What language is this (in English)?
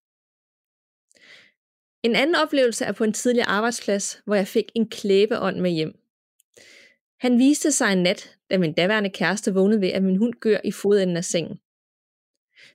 Danish